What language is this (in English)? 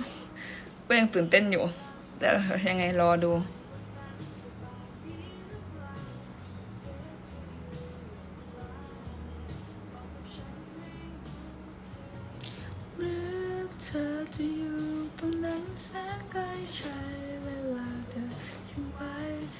Thai